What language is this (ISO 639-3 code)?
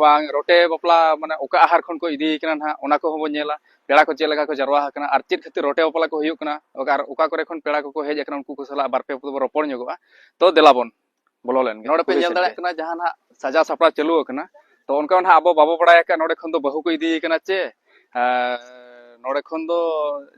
sat